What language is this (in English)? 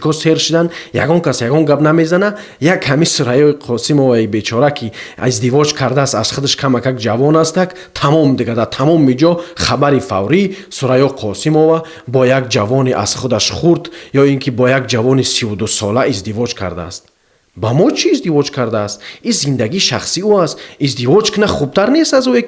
Tajik